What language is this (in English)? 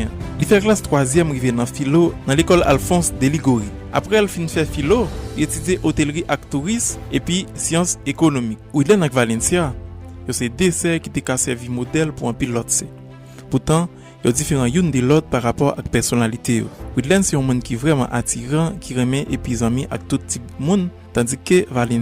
Haitian Creole